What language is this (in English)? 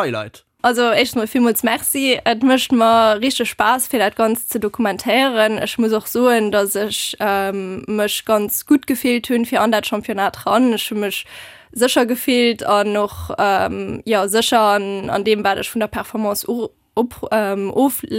Luxembourgish